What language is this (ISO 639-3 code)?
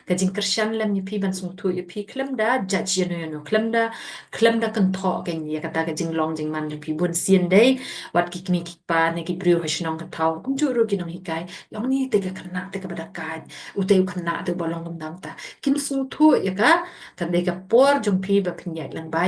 kha